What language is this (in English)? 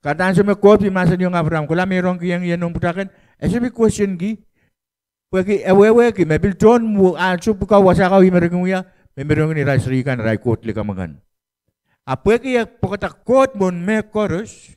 Pohnpeian